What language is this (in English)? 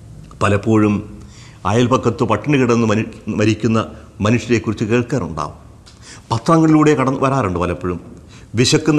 Malayalam